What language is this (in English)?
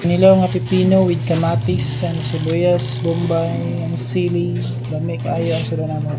Cebuano